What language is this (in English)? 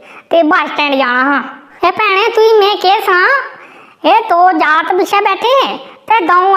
Dogri